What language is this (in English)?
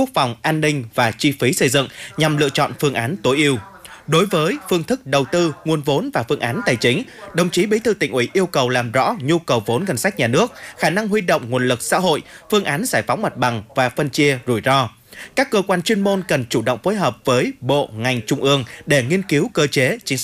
Vietnamese